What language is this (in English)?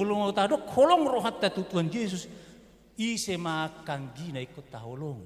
Batak Toba